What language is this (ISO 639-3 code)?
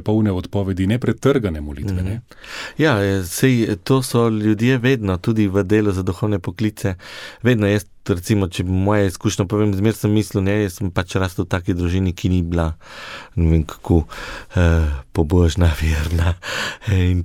slv